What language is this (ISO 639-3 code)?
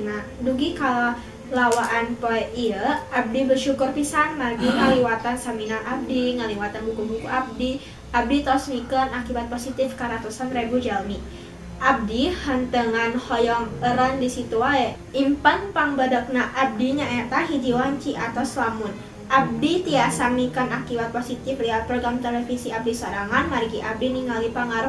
sun